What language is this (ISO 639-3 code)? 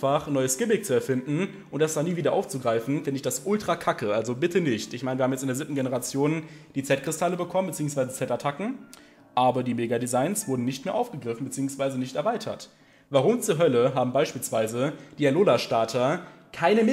deu